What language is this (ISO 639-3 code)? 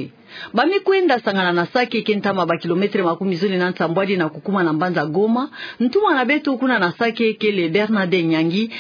ktu